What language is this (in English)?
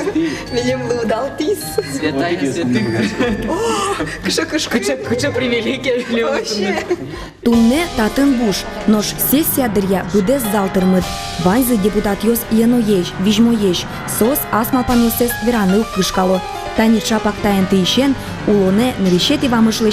Udmurt